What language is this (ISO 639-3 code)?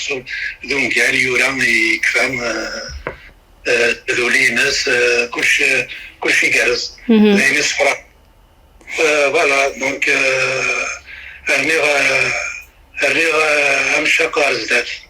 kab